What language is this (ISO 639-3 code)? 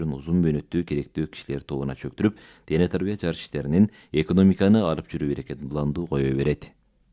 kir